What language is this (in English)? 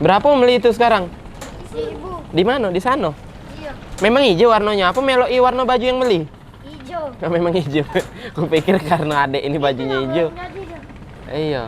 Musi